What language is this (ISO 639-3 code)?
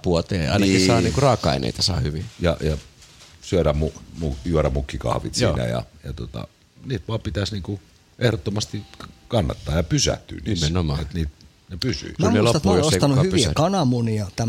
fin